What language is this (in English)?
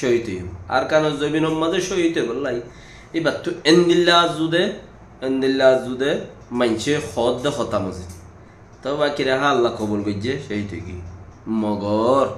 Rohingya